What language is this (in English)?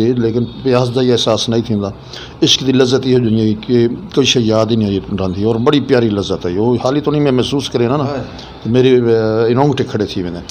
Saraiki